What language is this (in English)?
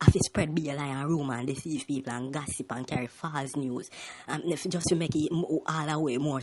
Jamaican Creole English